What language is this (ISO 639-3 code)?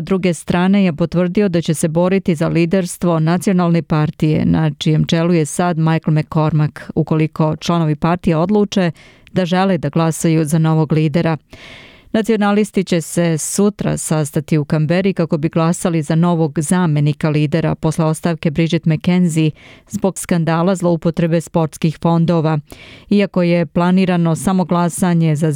srp